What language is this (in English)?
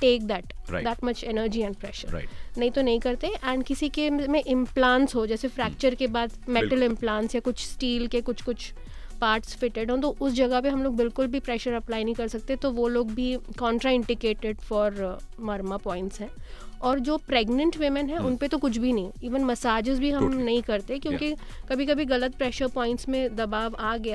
Hindi